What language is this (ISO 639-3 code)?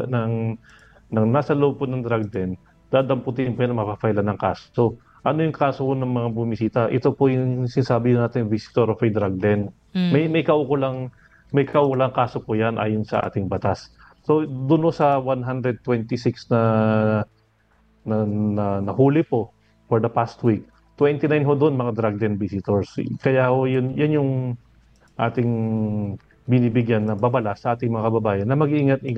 fil